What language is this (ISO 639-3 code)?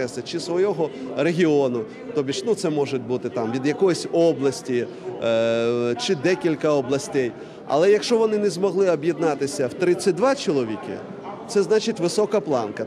ukr